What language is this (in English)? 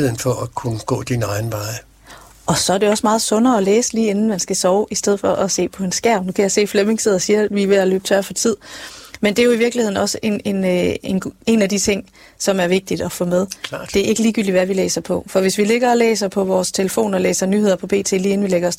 Danish